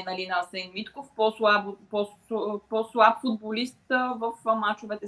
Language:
Bulgarian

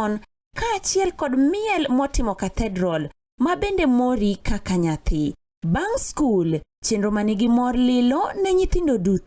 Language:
Luo (Kenya and Tanzania)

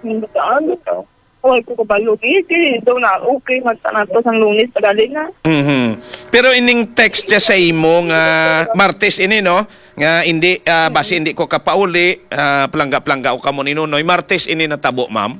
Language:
Hiligaynon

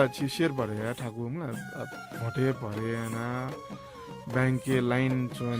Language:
Newari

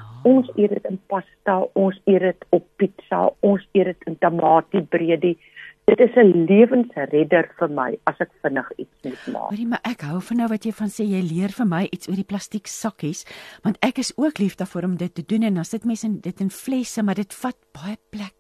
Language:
Afrikaans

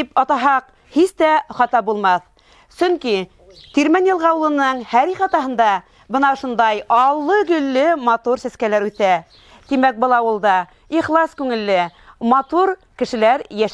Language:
Bashkir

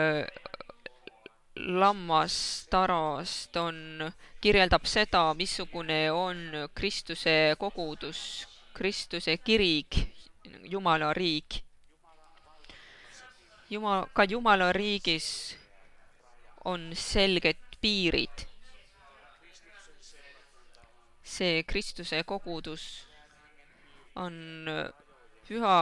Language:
Estonian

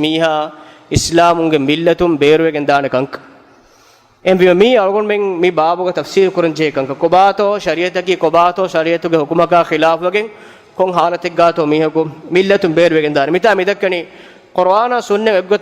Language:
Divehi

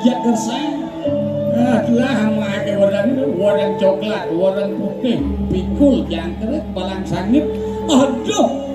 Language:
Balinese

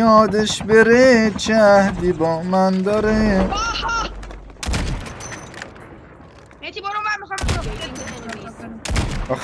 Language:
Persian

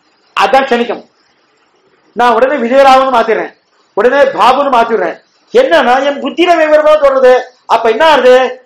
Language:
Tamil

